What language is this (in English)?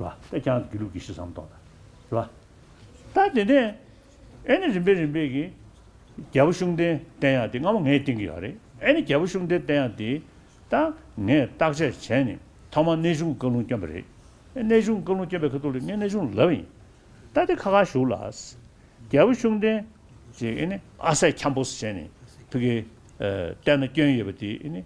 Tibetan